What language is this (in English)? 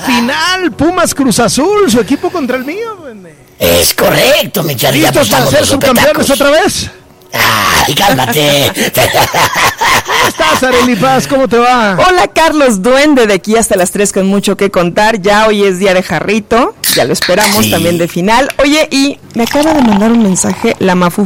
Spanish